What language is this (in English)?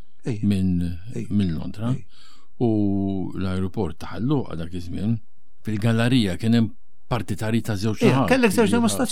Maltese